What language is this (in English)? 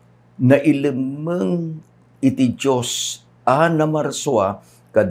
Iloko